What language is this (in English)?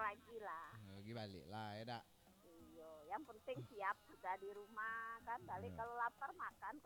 Minangkabau